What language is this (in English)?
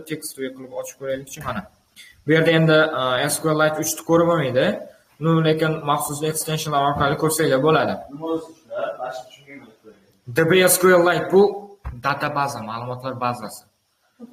Uzbek